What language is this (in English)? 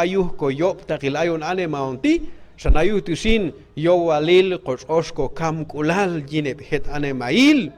Q'anjob'al